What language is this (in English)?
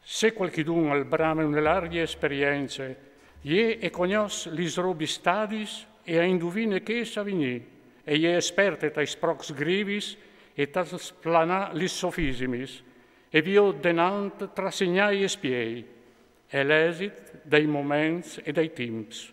Friulian